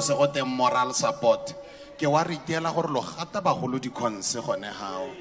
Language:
Tswana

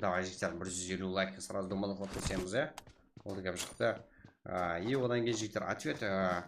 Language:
Kara-Kalpak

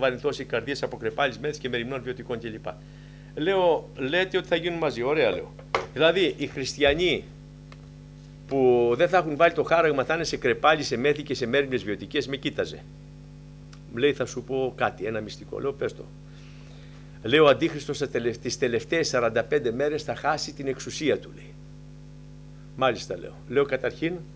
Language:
Greek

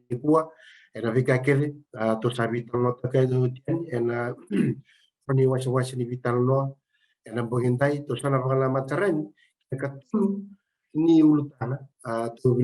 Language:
Fijian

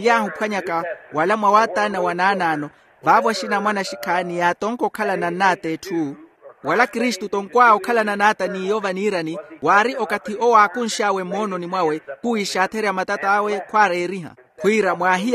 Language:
Makhuwa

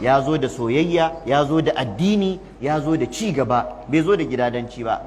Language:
Hausa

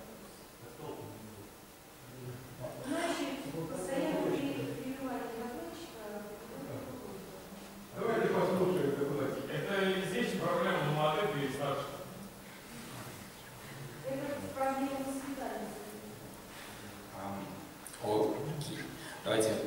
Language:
Russian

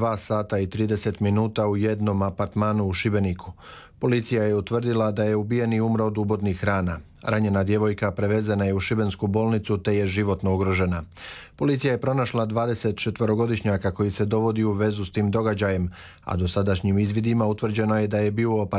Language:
Croatian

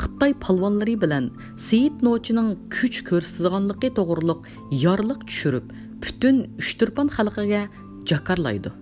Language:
Uyghur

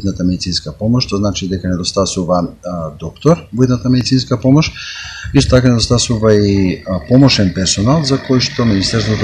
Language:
Macedonian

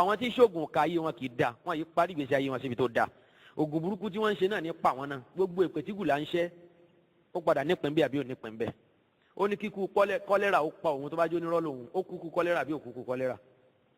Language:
Yoruba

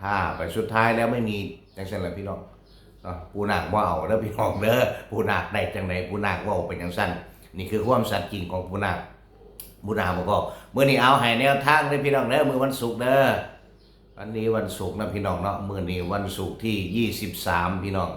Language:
Northeastern Thai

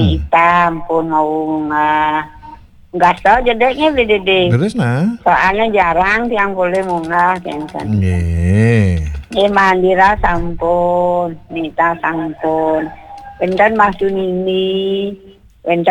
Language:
Balinese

